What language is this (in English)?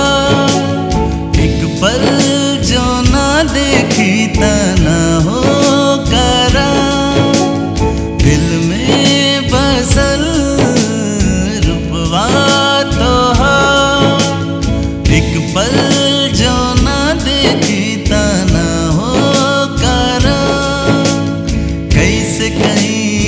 Bhojpuri